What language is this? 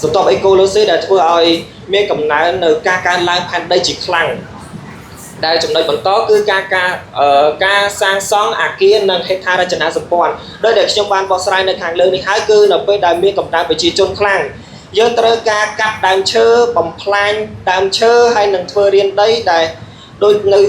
Khmer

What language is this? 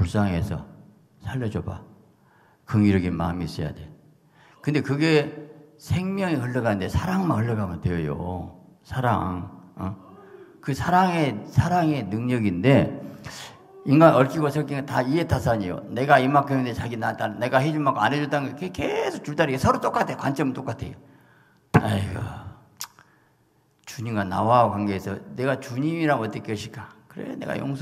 Korean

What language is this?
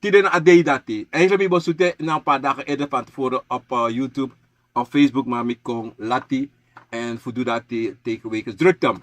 Sranan Tongo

